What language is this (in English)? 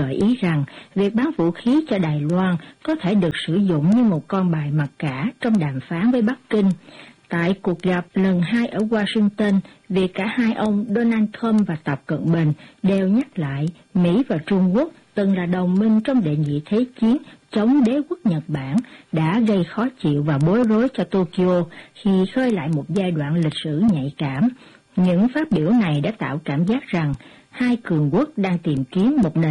Vietnamese